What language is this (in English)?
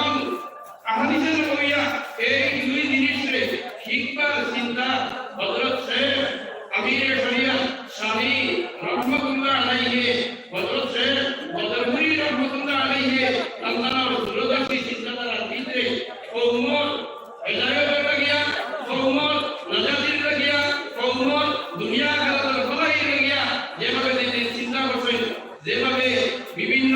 Sylheti